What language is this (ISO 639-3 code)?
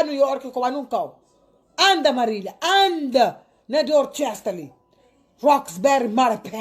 kea